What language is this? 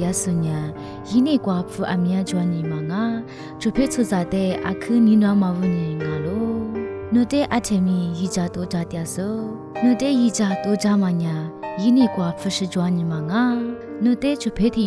Lisu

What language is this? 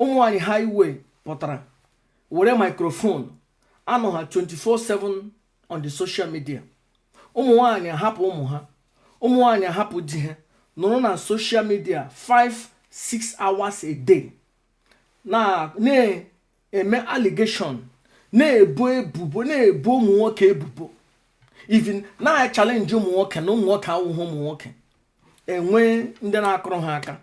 Igbo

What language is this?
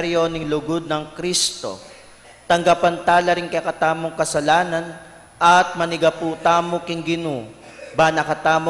Pampanga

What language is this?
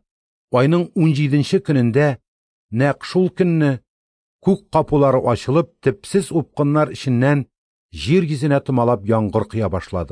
Tatar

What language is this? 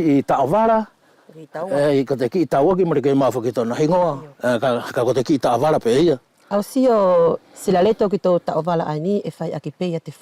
Wallisian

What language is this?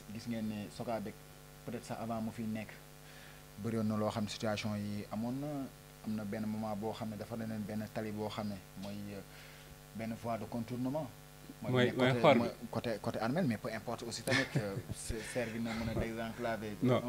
Wolof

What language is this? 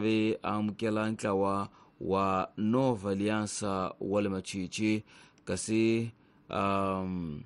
Tsonga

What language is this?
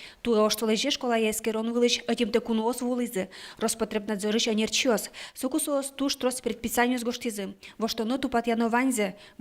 Udmurt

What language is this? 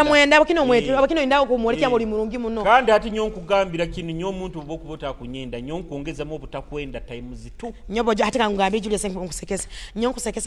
Nyoro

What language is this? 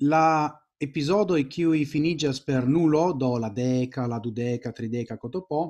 Esperanto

